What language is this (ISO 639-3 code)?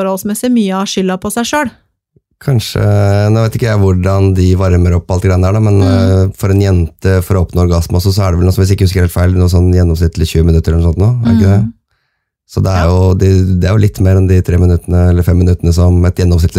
nor